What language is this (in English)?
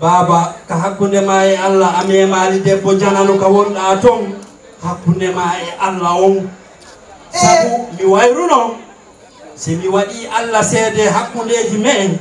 Fula